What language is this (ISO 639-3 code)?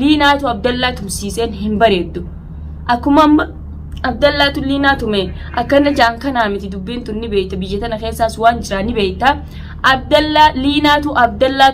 orm